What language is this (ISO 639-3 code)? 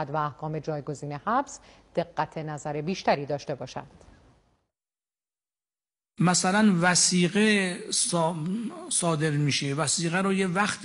fas